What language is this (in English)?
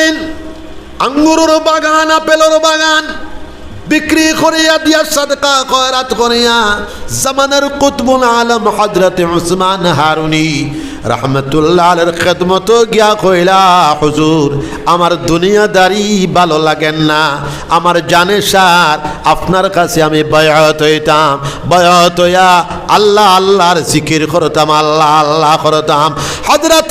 Sylheti